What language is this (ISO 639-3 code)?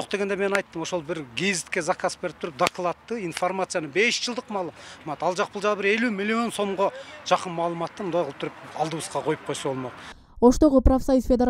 kir